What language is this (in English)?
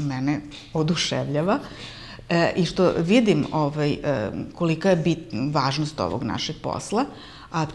Serbian